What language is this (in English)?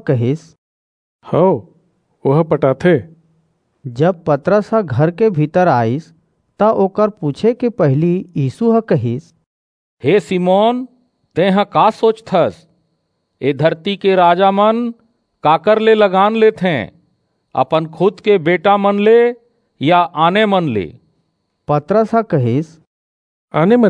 Chhattisgarhi